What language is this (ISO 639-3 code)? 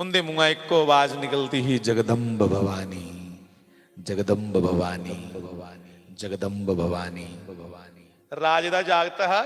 doi